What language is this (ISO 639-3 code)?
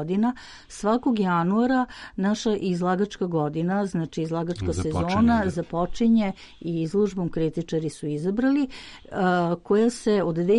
srp